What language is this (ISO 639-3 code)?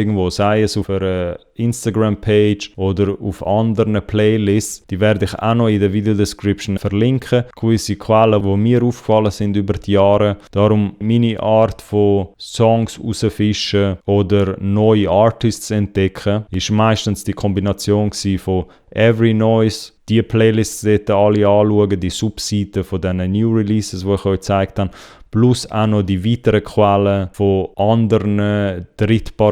gsw